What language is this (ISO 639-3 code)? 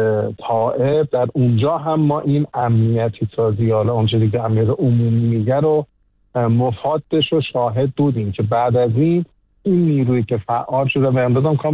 fas